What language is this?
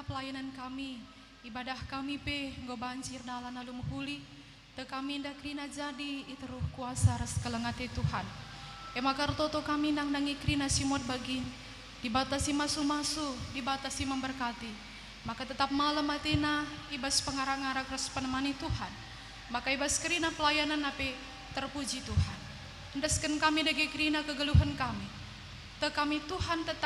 Batak Karo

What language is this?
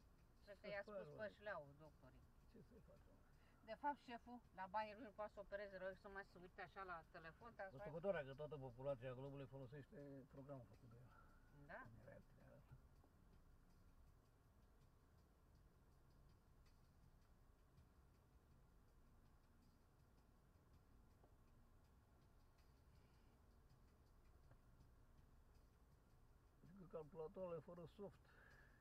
Romanian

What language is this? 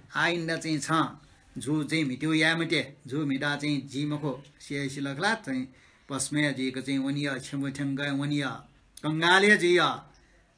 Newari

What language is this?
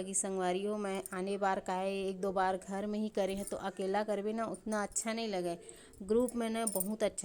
Chhattisgarhi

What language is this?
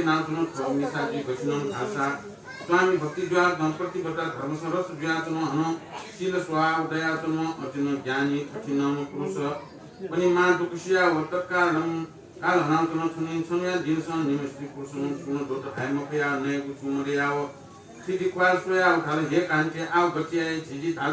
Newari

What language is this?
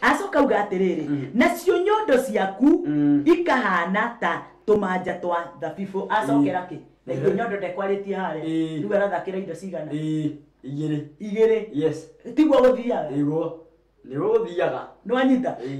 Kikuyu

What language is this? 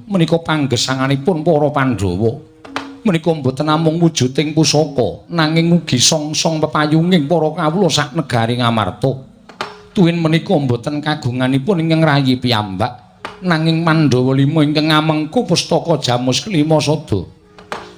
Javanese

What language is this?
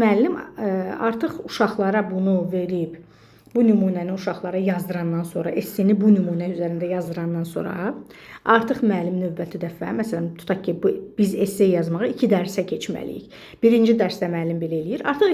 Azerbaijani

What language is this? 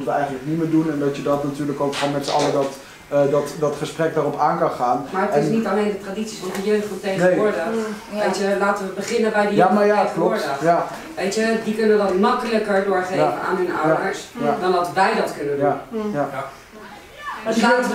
Dutch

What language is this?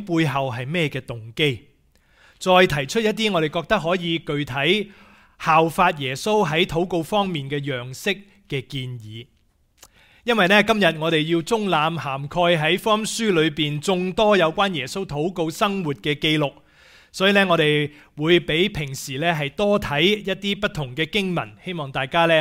Cantonese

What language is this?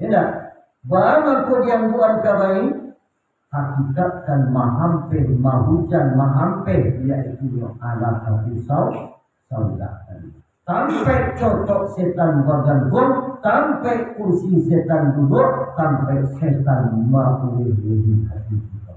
Minangkabau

